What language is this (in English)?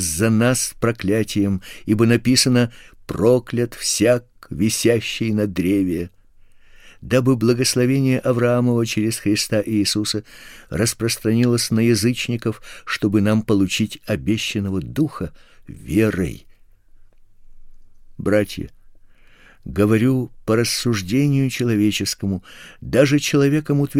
Russian